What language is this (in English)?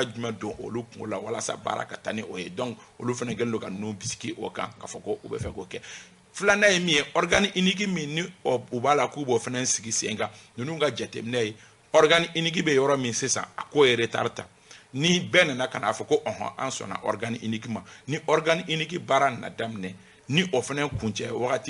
Bambara